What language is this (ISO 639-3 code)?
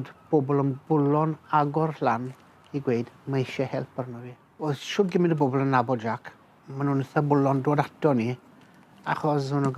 cym